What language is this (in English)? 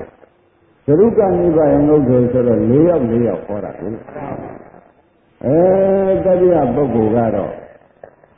Burmese